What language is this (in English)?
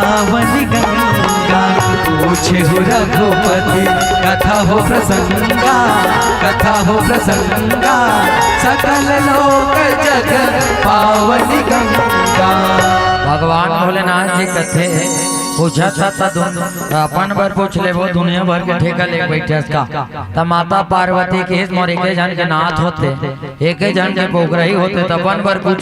Chhattisgarhi